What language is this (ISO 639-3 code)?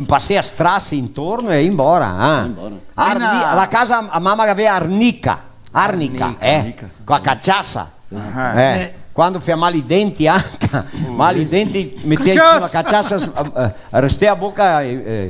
vec